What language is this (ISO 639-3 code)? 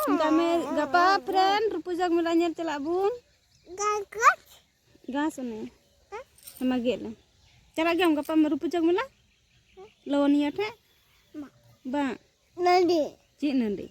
sat